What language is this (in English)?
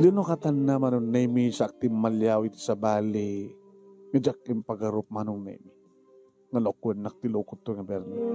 Iloko